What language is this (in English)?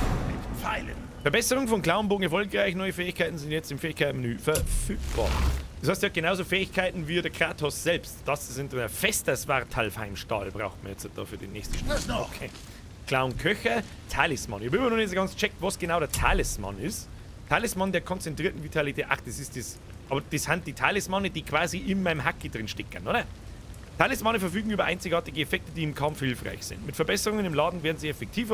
Bavarian